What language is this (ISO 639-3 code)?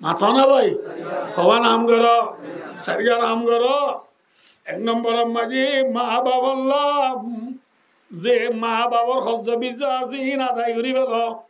rhg